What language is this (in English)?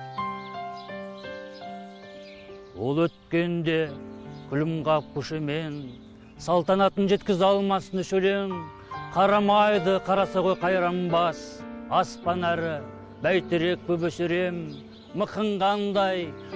Kazakh